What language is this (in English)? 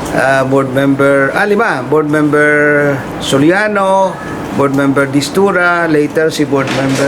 Hiligaynon